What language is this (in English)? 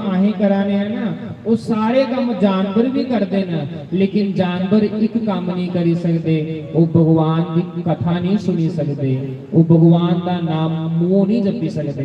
Dogri